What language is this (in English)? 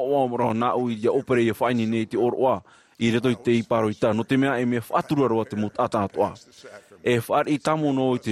Tahitian